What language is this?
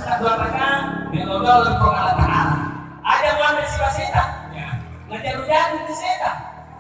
Buginese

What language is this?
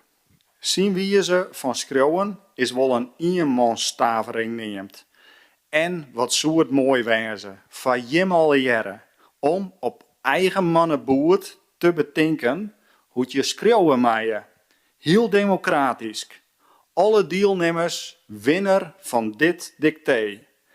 Western Frisian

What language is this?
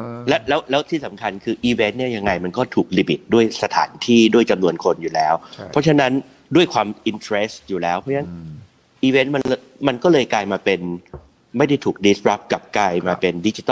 Thai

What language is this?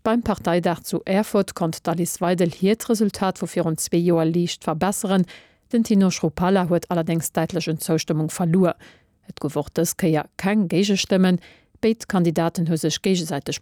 Luxembourgish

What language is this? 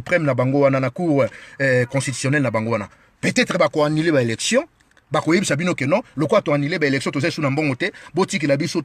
Lingala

